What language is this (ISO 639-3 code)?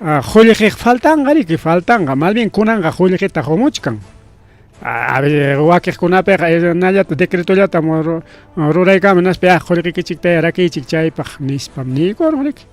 quy